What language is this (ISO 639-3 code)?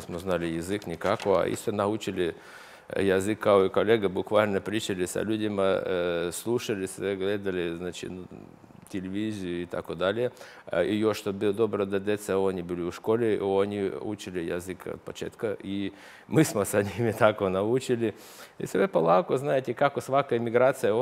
srp